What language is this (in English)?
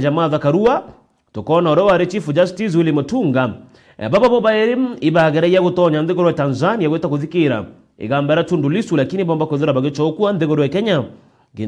Meru